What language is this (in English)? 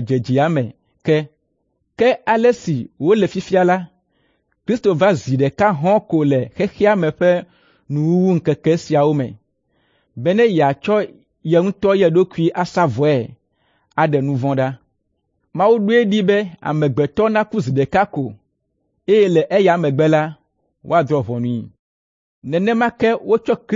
Ewe